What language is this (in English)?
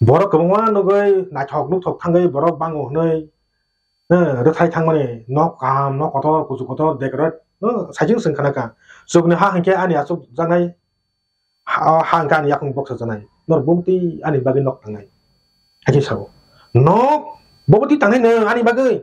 Kok Borok